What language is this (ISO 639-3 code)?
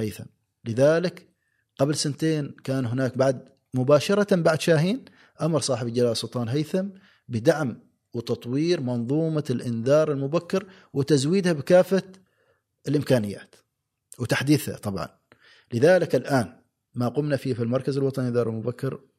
afb